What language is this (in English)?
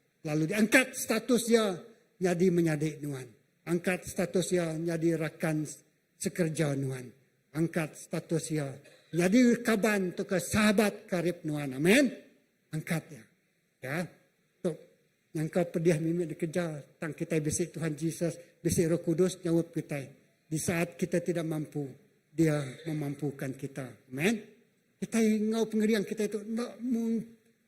Iban